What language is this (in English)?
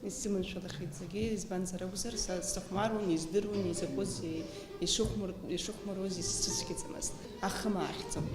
Abkhazian